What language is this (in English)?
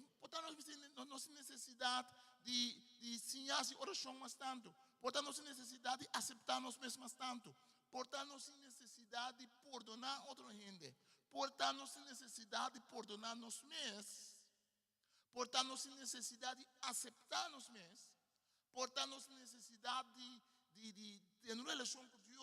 Papiamento